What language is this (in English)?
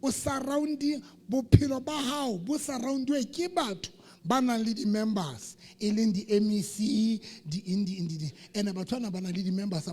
Southern Sotho